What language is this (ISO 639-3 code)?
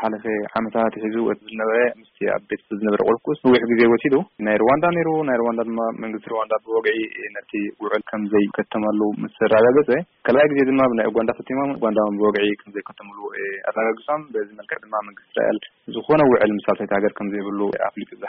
tir